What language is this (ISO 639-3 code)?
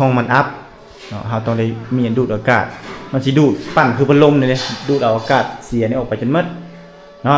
lao